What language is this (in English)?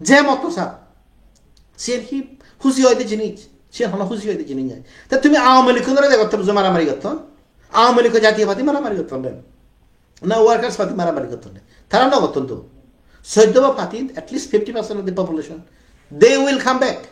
Chakma